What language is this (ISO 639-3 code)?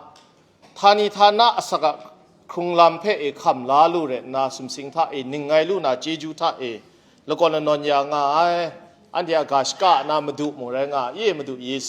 kac